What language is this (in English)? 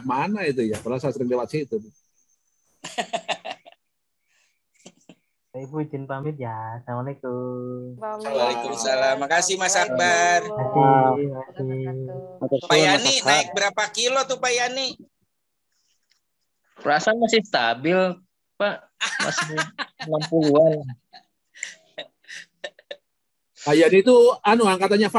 Indonesian